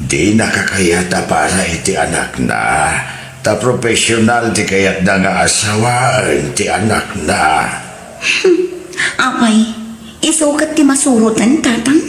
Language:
Iloko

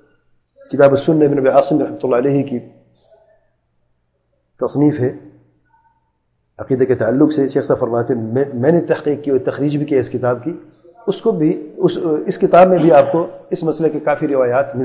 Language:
Urdu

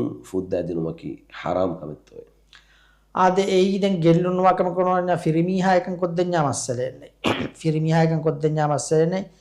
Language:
Divehi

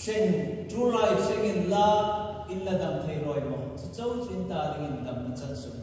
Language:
Hmar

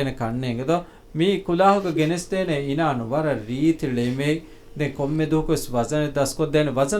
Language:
Divehi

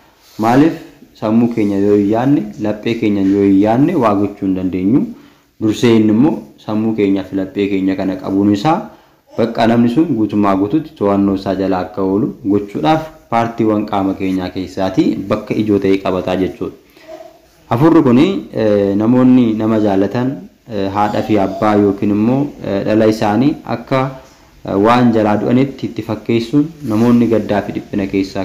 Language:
Oromo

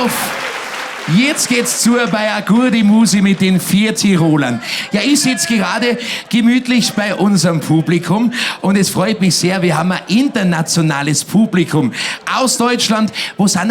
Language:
Bavarian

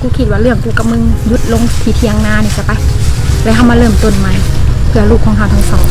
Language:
Northeastern Thai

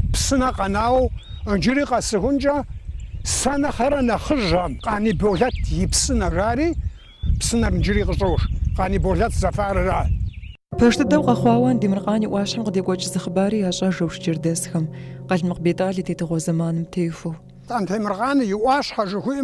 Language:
Kabardian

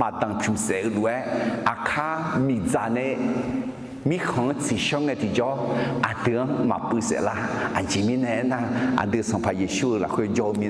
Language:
Akha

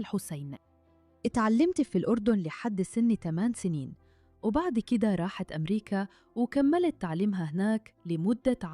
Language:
Egyptian Arabic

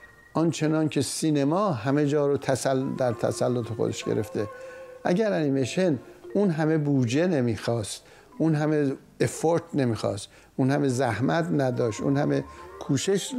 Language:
Persian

